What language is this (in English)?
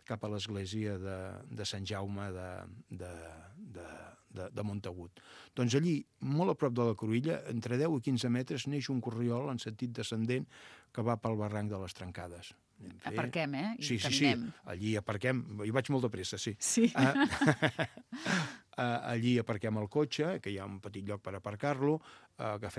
Catalan